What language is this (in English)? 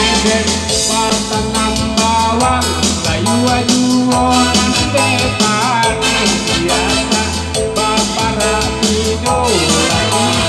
Minangkabau